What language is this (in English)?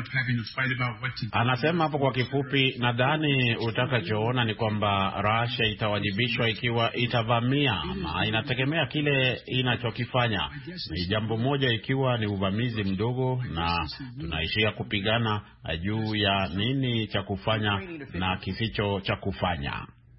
Swahili